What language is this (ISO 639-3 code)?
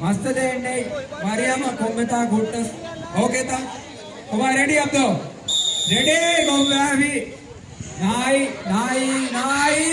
div